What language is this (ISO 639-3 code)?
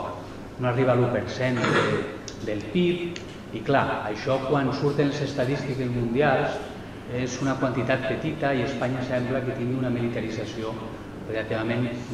cat